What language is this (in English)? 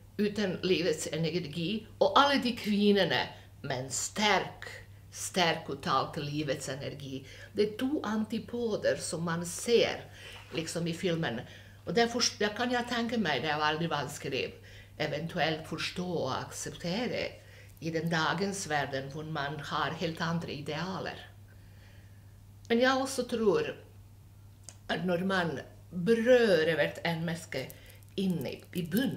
Norwegian